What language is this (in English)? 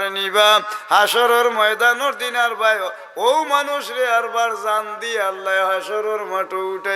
Sylheti